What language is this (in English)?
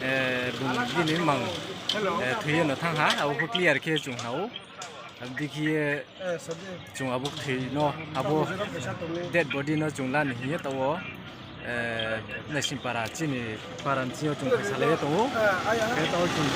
Riang (India)